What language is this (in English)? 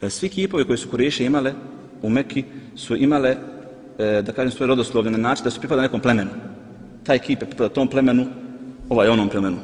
Bosnian